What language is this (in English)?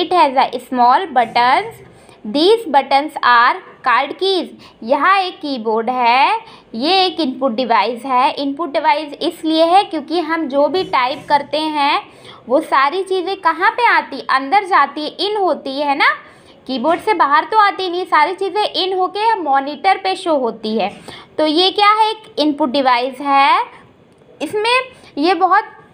Hindi